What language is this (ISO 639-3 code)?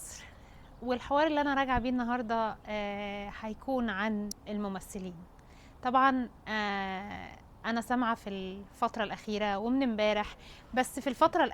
arz